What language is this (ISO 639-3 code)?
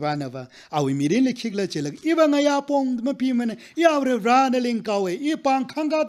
nmf